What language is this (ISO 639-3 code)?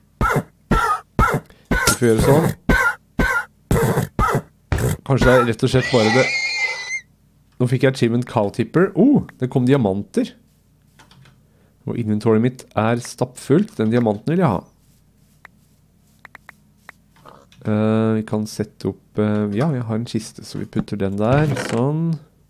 nor